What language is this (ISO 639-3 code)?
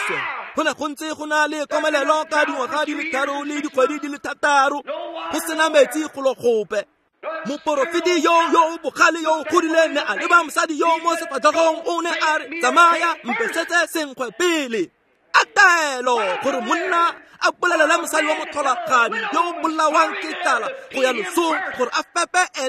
tsn